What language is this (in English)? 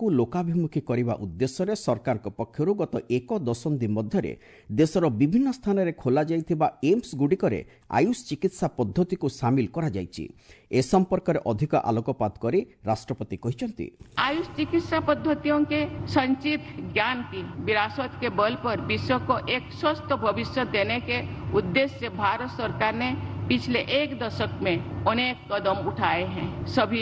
Odia